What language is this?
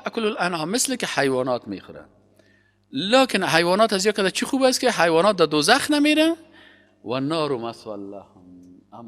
Persian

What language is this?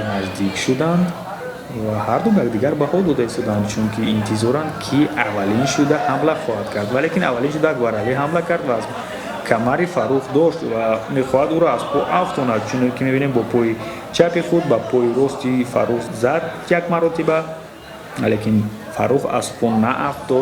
Tajik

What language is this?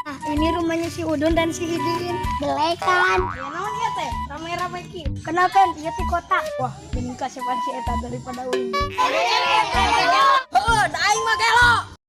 Sundanese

